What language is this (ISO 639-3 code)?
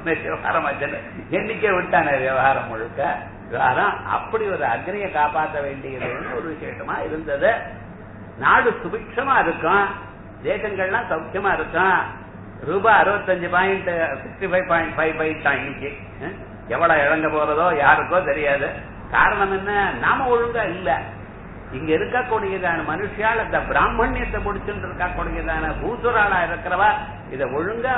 tam